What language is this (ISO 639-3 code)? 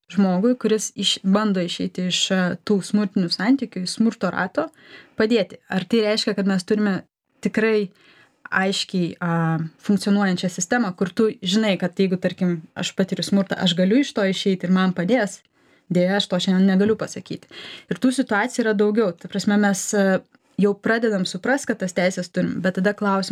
lit